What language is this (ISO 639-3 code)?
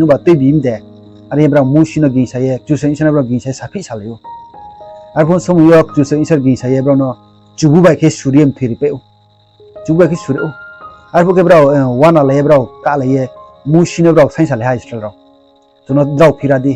ria